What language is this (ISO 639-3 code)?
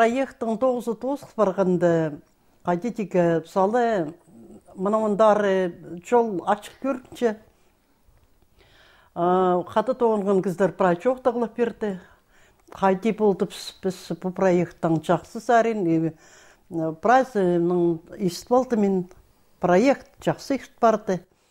kjh